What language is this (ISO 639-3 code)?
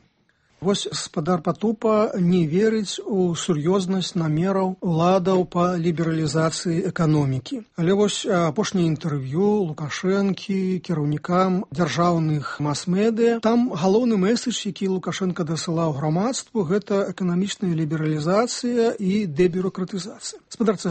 bel